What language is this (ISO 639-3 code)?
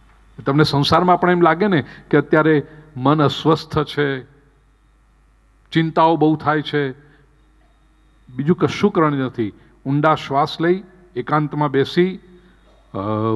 guj